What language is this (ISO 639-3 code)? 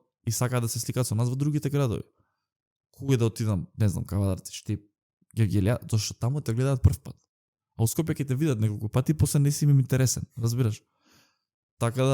mkd